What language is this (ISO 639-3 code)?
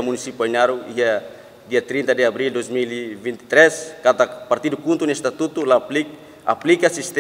tet